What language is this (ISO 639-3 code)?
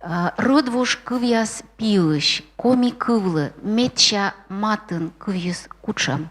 kom